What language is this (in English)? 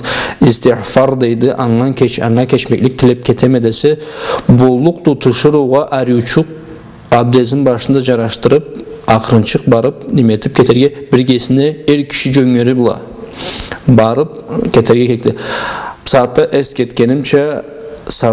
Karachay-Balkar